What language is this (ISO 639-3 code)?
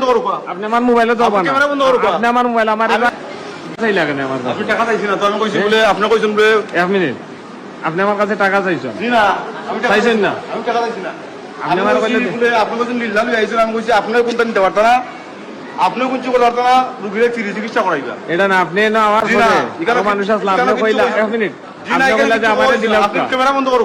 syl